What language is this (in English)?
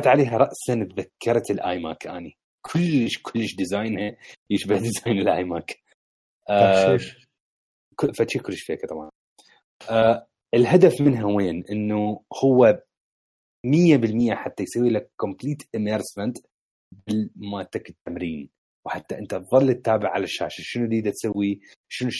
Mesopotamian Arabic